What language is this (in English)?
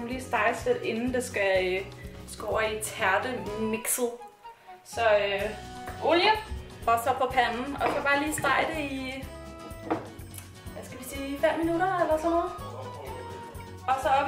Danish